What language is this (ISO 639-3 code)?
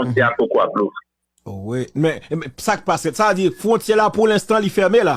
hat